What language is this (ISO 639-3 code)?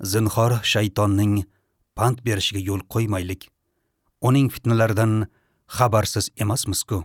uzb